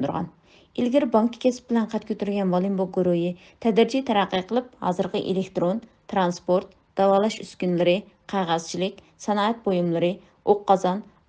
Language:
Uyghur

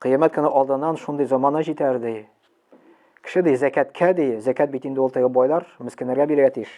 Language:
Tatar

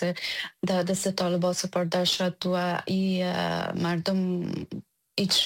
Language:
Persian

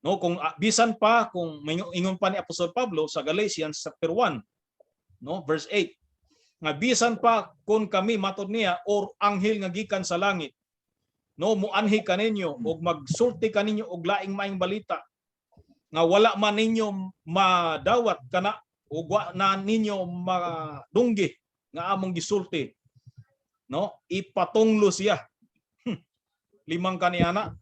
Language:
Cebuano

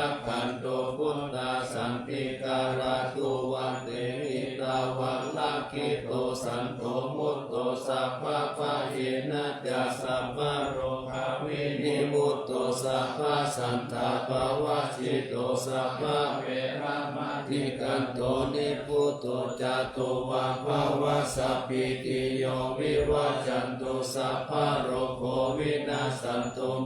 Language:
Pali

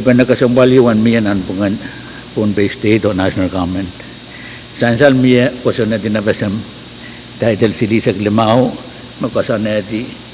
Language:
Pohnpeian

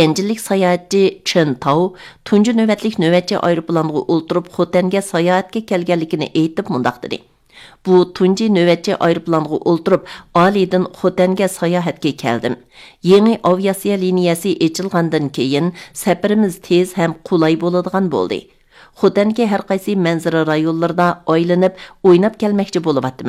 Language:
Uyghur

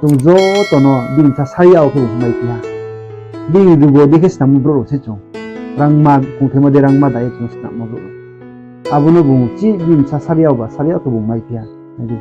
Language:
Riang (India)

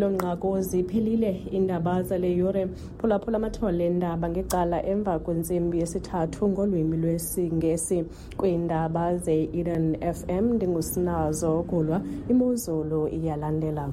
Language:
Xhosa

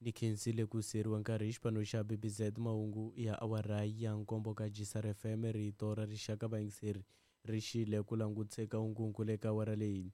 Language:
Tsonga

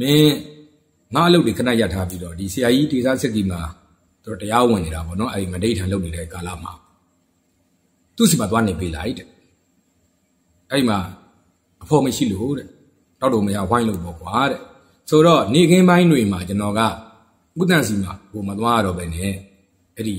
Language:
Burmese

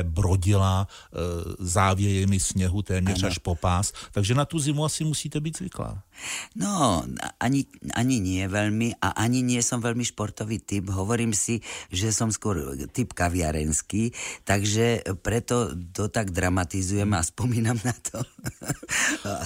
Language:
Slovak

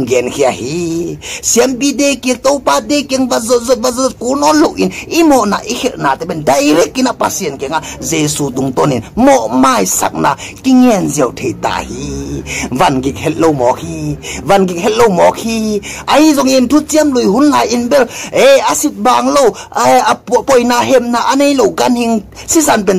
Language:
Tedim Chin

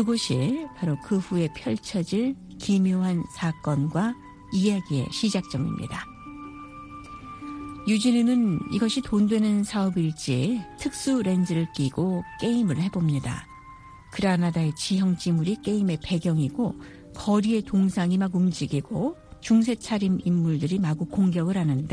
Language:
Korean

